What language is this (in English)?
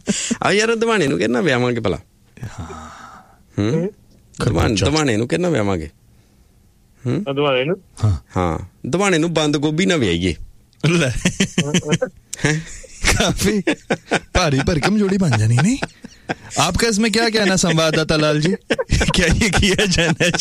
Punjabi